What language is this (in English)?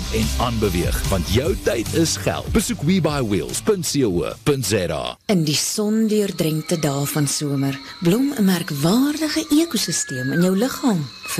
Afrikaans